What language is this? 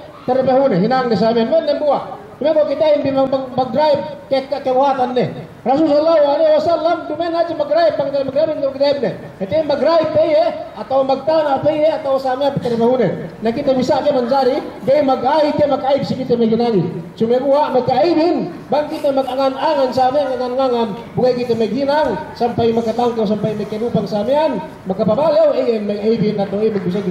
Yakan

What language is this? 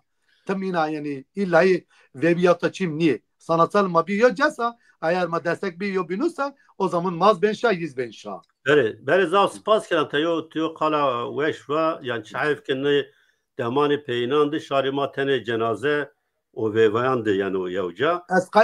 Zaza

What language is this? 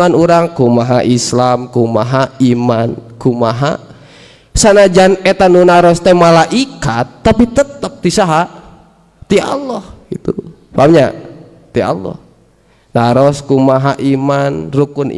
Sundanese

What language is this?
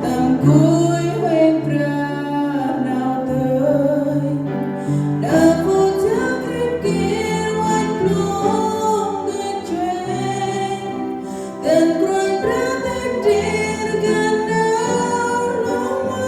Central Mnong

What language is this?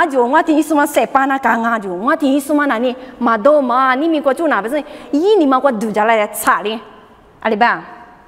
Lisu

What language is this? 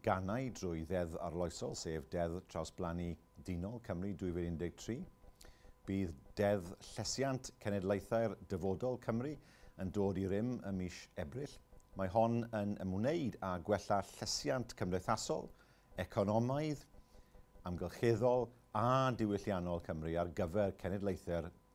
Welsh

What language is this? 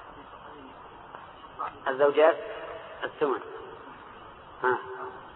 Arabic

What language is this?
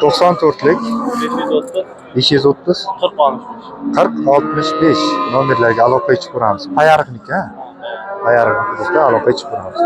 Uzbek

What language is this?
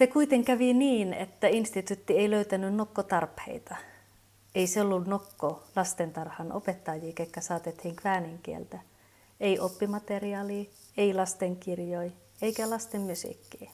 Kven Finnish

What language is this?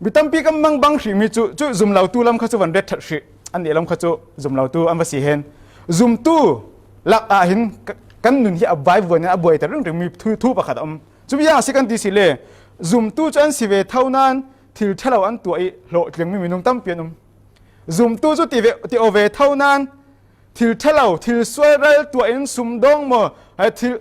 Falam Chin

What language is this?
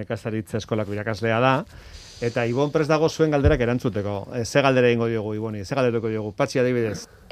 Basque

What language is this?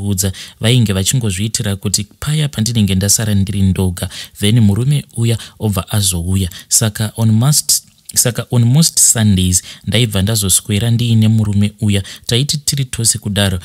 Shona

